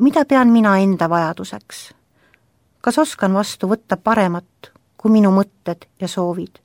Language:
Estonian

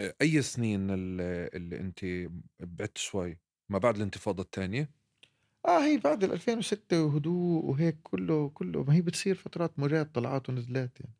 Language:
North Levantine Arabic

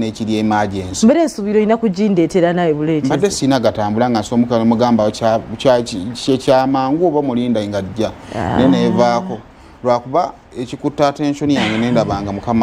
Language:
Ganda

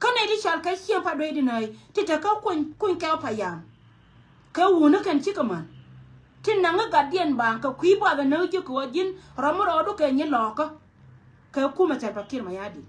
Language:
Nuer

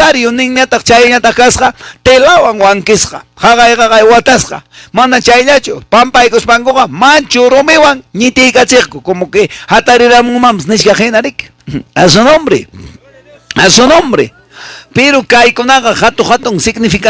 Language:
Quechua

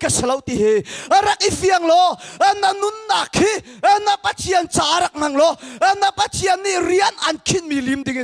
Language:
Hakha Chin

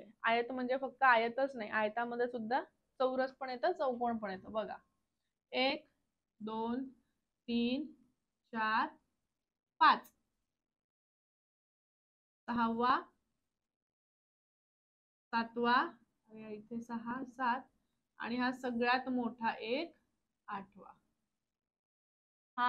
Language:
Marathi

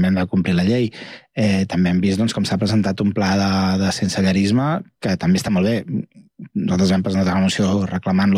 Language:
Catalan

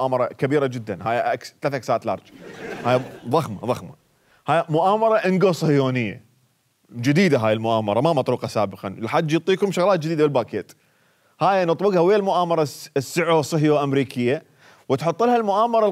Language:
Mesopotamian Arabic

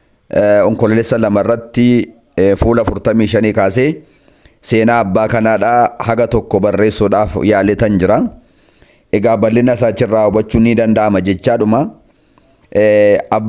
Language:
Oromo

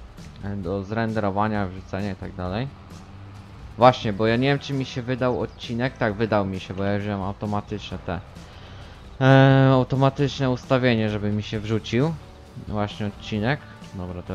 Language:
Polish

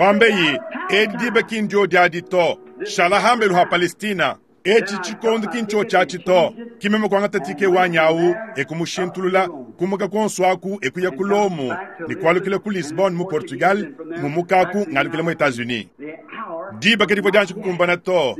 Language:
Luba-Lulua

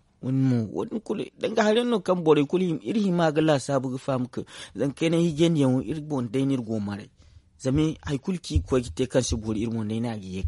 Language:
Zarma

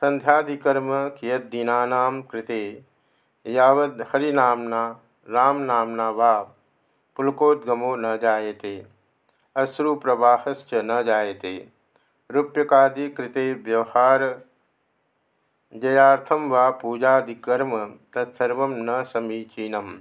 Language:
Sanskrit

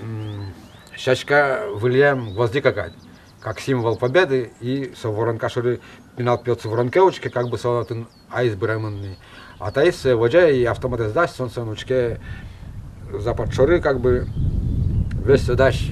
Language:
Udmurt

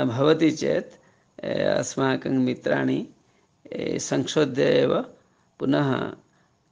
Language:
Sanskrit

